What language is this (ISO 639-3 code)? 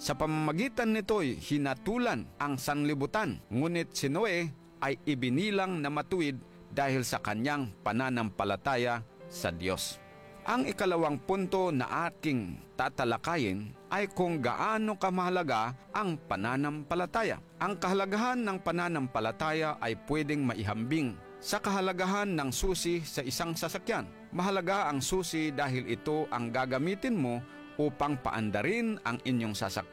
fil